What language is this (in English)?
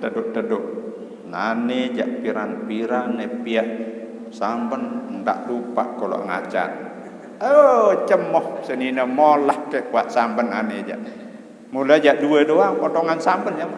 Sasak